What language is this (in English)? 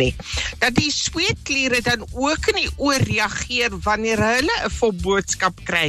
Afrikaans